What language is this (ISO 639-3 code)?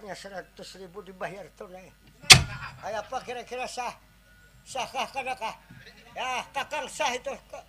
bjn